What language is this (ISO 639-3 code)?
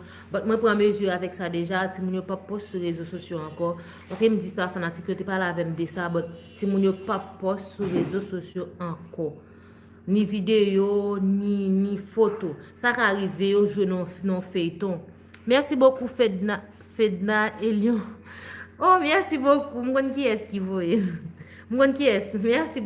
hat